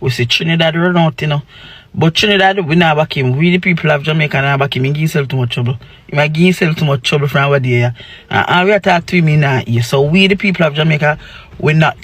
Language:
Jamaican Creole English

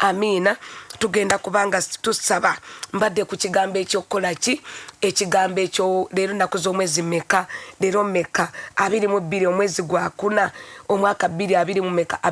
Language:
Ganda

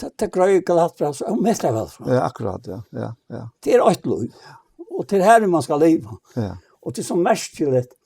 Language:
Faroese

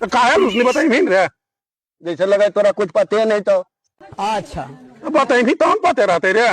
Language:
Magahi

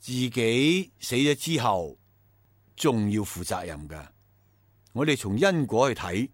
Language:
Cantonese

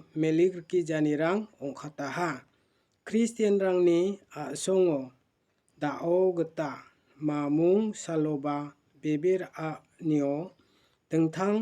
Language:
Garo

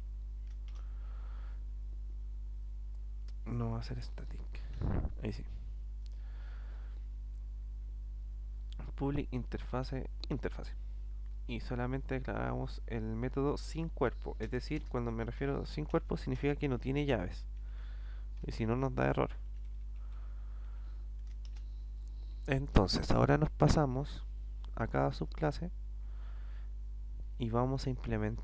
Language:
Spanish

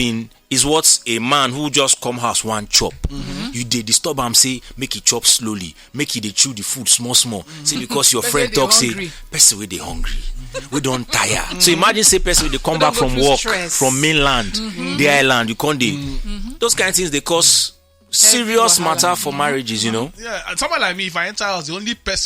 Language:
Nigerian Pidgin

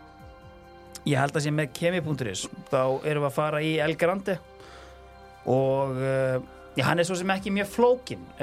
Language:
Icelandic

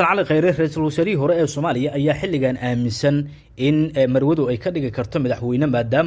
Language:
Somali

